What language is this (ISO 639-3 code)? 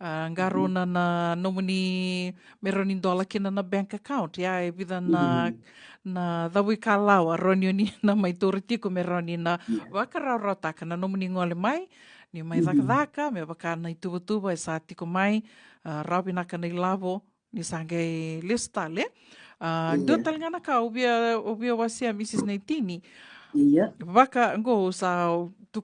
fij